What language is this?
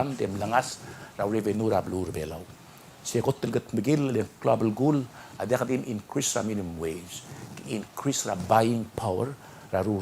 Palauan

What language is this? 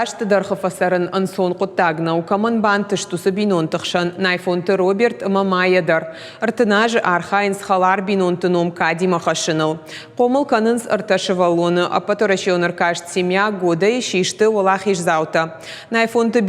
Ossetic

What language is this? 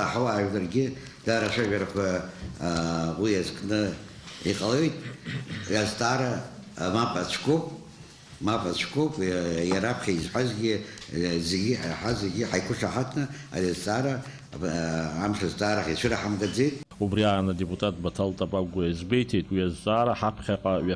Abkhazian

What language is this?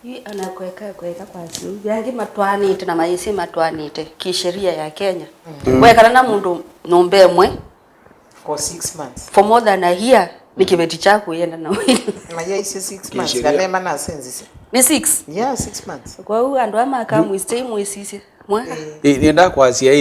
Kamba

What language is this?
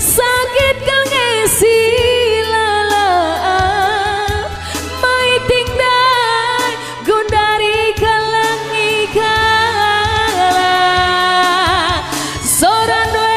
Batak Karo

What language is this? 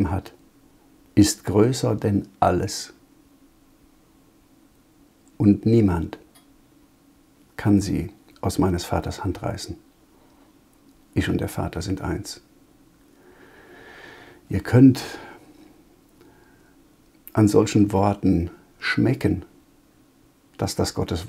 German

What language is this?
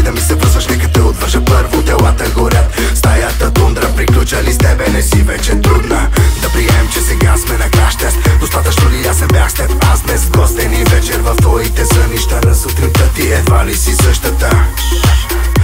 Bulgarian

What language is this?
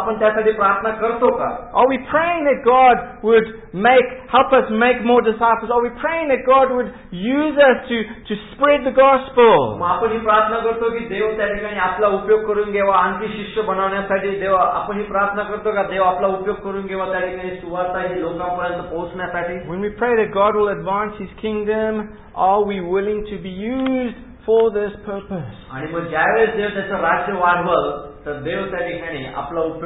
Marathi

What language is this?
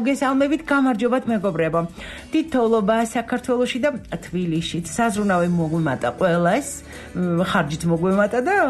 Georgian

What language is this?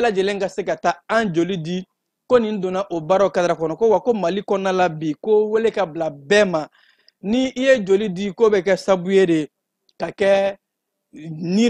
Bambara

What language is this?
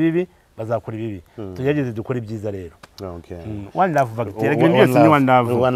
Kinyarwanda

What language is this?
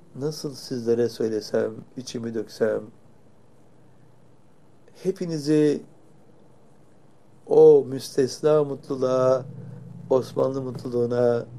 Turkish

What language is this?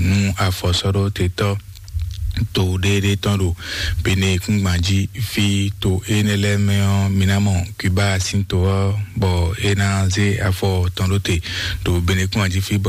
Fon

